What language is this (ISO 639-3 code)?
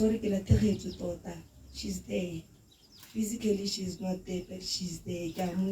tsn